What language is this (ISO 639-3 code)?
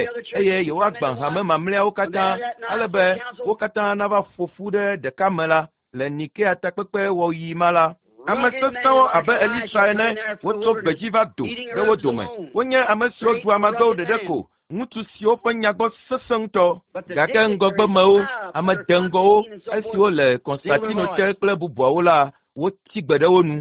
ewe